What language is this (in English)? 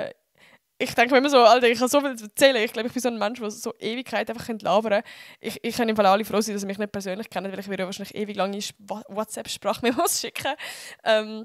Swiss German